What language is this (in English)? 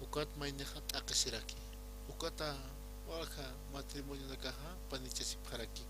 Aymara